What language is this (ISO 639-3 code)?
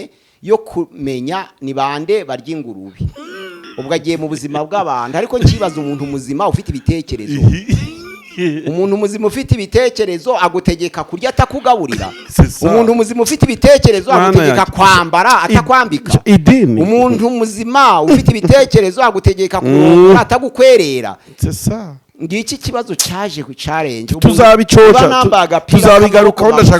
kin